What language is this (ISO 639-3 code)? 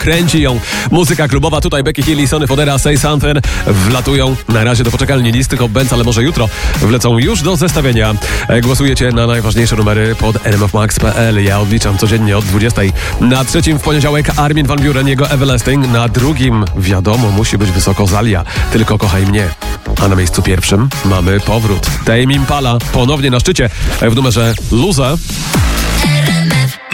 pol